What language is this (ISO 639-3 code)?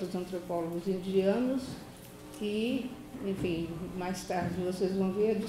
por